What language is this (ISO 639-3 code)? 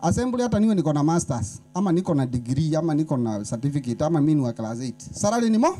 mer